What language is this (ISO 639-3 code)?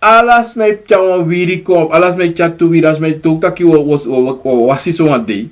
srn